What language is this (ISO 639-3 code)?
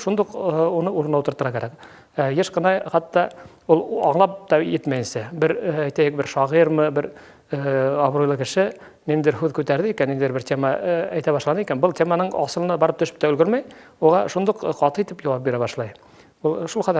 bak